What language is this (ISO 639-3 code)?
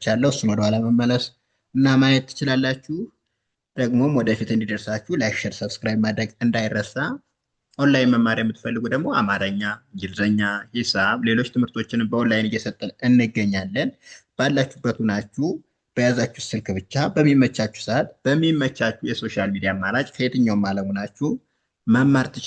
amh